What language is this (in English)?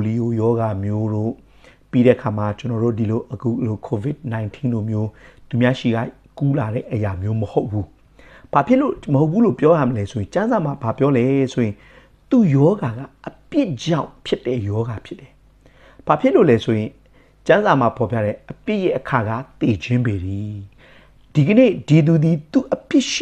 Burmese